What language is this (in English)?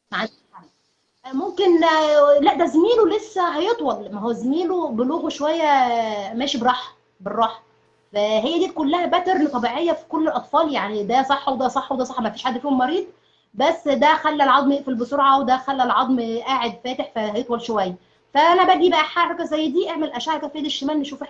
Egyptian Arabic